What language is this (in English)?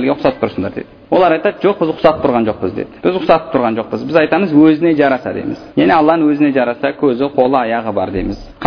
Kazakh